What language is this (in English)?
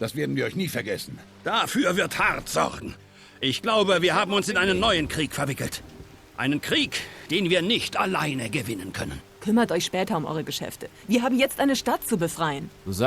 Bavarian